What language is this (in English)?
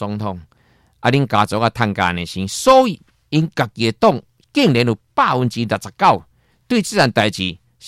Min Nan Chinese